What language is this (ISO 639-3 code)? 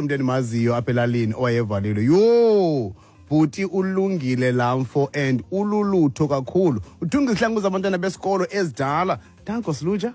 xho